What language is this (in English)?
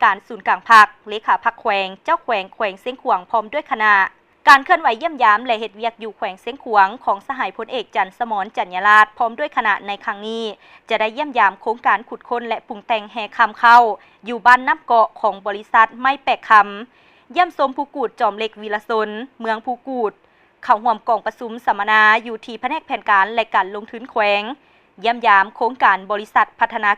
Lao